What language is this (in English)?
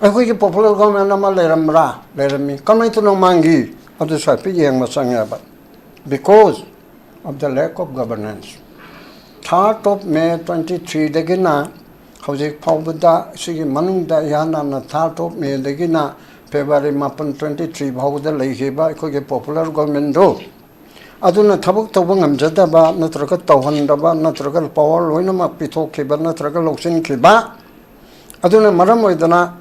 Manipuri